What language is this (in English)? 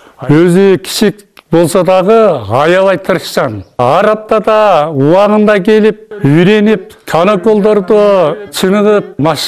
Kyrgyz